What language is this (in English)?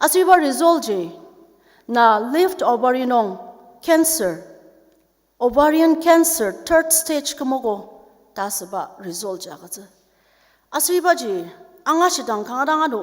Ao Naga